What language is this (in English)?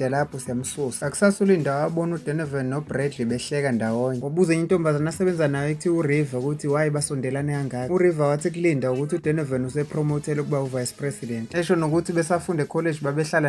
Zulu